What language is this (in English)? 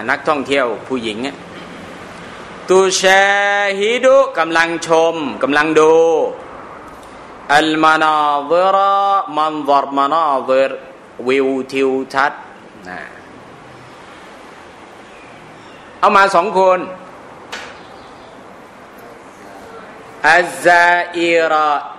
Thai